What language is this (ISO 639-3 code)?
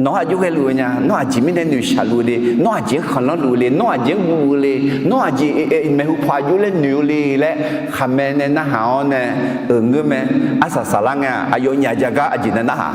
ahk